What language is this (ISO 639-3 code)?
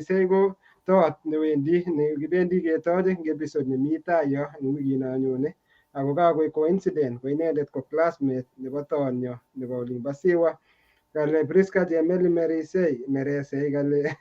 kln